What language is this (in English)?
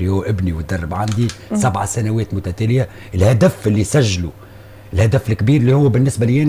Tunisian Arabic